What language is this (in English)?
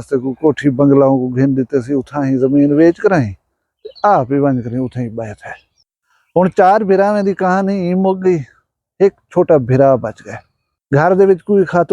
Saraiki